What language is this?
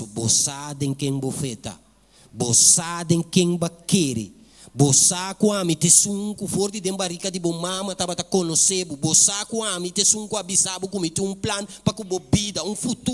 Papiamento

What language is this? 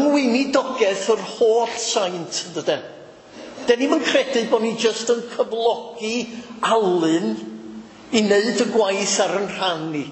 Welsh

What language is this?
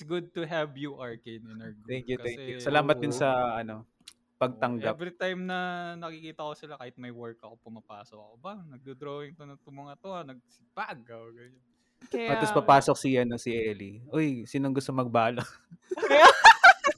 Filipino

